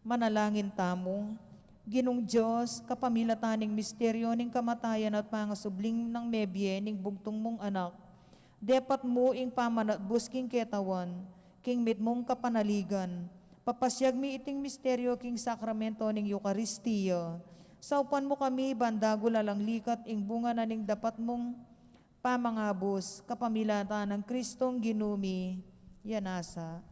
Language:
Pampanga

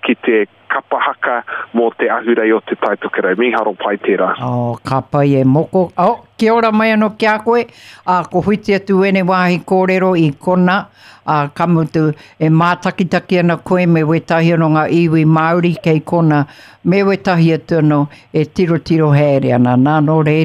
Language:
Māori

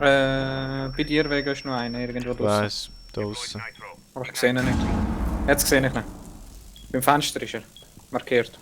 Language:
Swiss German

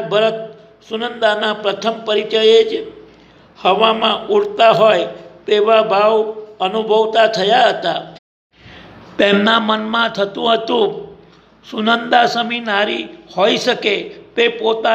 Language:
Gujarati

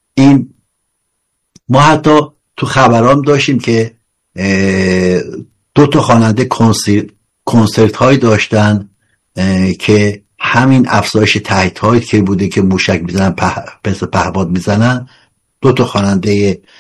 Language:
Persian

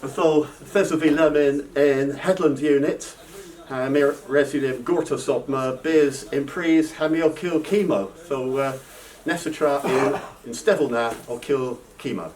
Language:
Cornish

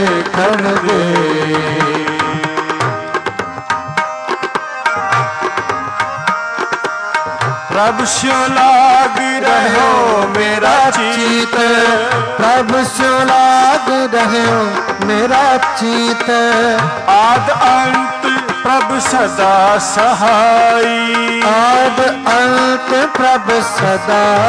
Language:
Punjabi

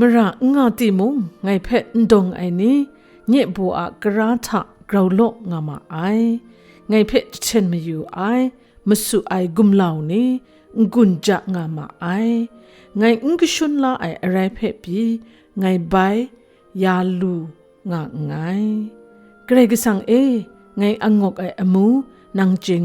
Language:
Kachin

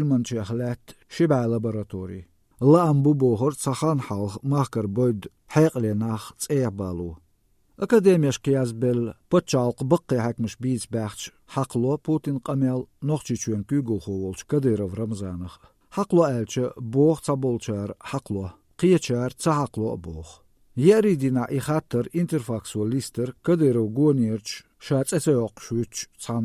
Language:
Chechen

